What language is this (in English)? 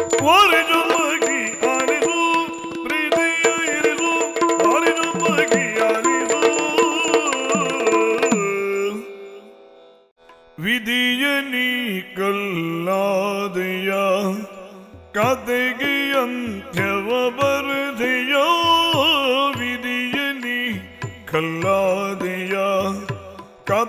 Kannada